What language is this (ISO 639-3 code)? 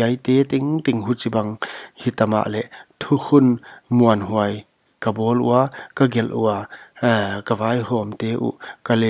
pck